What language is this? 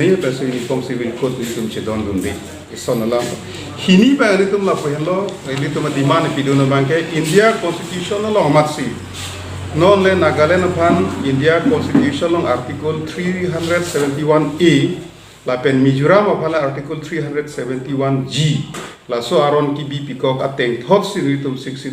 Karbi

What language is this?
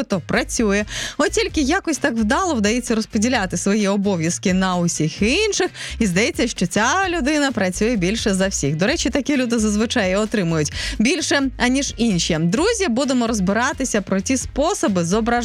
Ukrainian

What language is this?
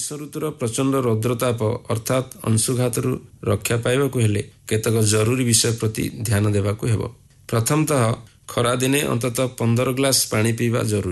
Odia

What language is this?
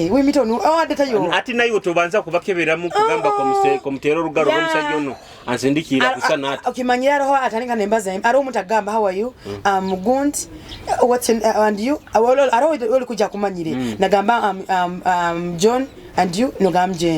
Nyoro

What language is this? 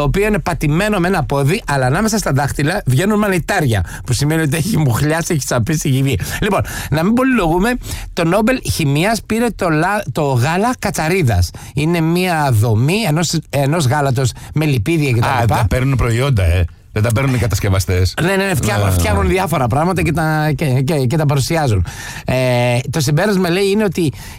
Greek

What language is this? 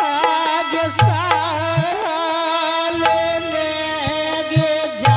Angika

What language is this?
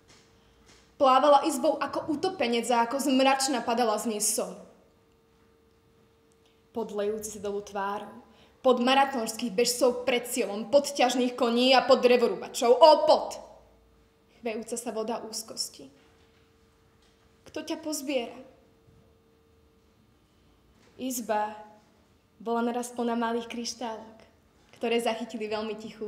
Slovak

